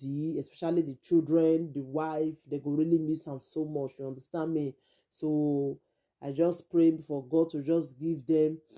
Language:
Nigerian Pidgin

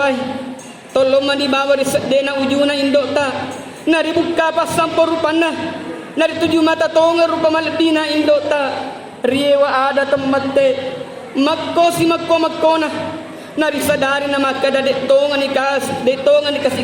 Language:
Buginese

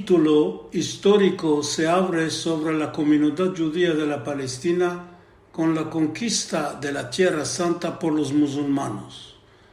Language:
Ladino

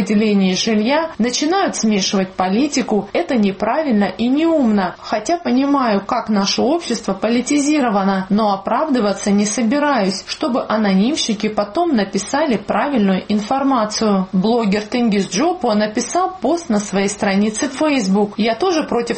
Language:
Russian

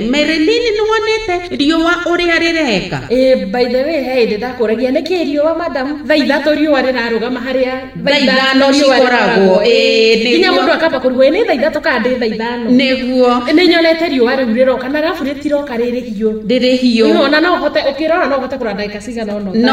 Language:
Kikuyu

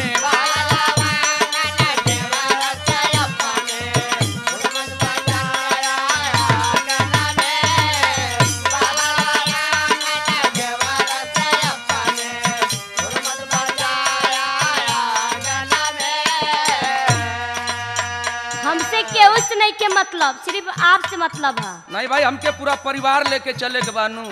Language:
Bhojpuri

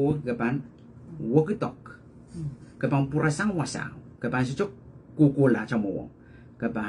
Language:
Pohnpeian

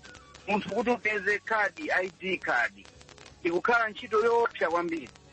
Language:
Nyanja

